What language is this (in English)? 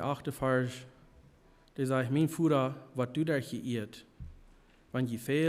Plautdietsch